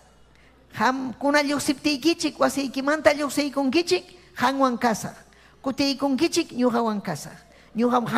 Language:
Ayacucho Quechua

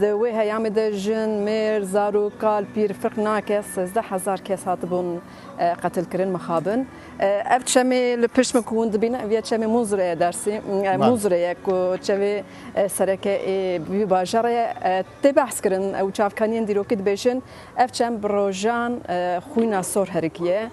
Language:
Kurdish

